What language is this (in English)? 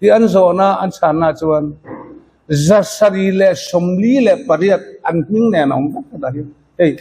Mizo